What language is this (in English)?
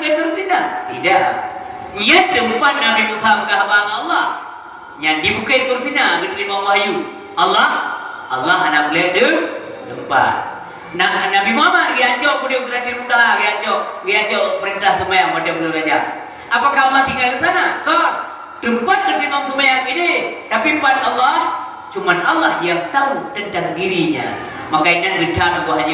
Achinese